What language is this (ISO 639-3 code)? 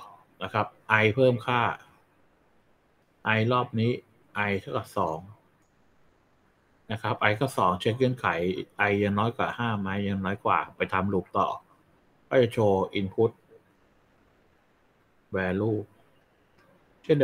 tha